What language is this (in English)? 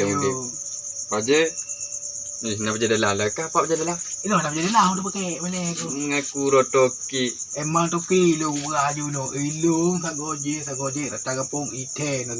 Achinese